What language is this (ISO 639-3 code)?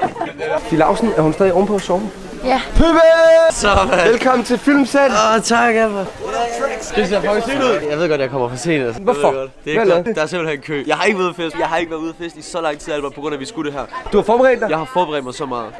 dan